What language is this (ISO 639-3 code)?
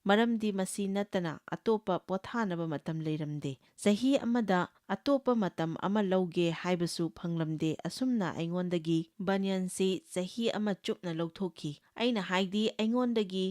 mni